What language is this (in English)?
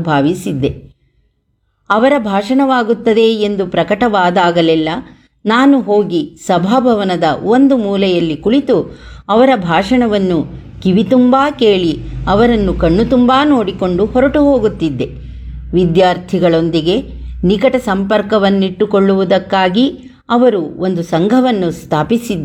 Kannada